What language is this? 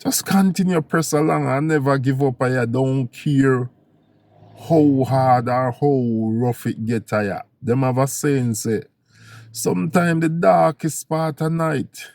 Jamaican Creole English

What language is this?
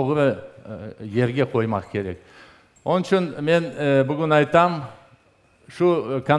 Crimean Tatar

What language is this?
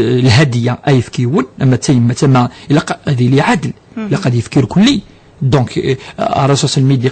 Kabyle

